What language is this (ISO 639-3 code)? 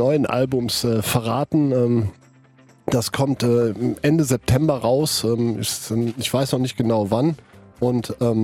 deu